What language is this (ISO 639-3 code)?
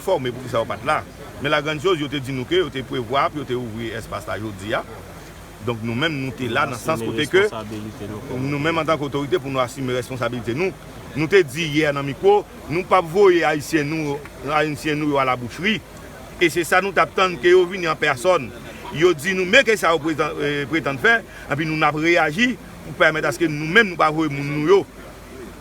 hat